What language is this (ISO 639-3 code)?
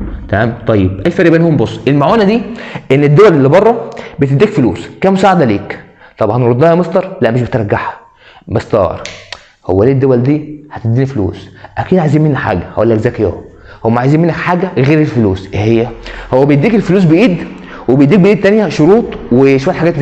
arz